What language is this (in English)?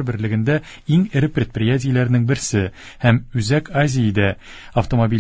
Tatar